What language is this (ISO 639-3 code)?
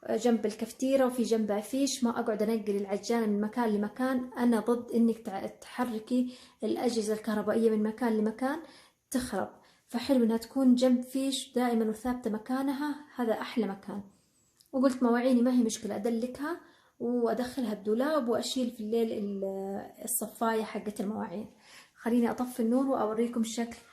acw